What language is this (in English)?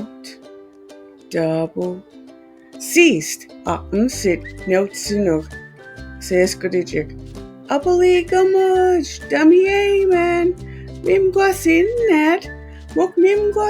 Mi'kmaw